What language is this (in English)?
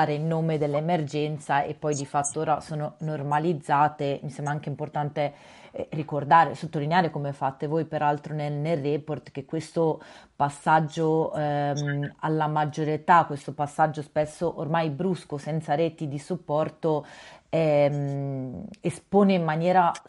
Italian